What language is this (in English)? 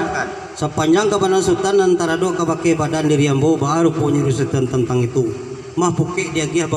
Minangkabau